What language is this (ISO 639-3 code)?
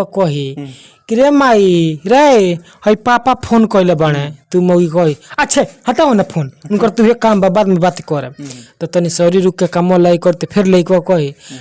bho